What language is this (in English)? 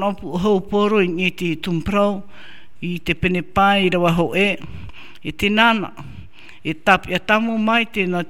Tahitian